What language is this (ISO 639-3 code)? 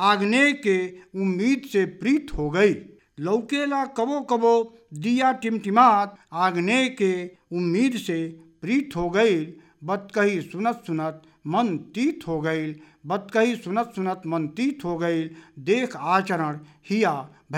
bho